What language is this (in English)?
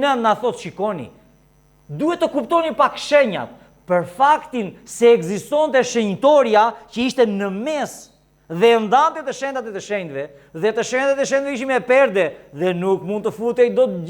Albanian